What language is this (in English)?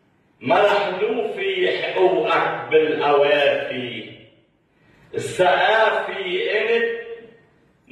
North Levantine Arabic